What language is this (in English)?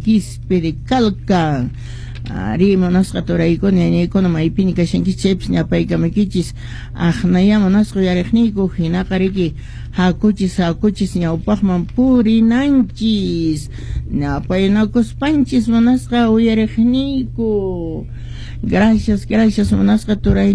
Quechua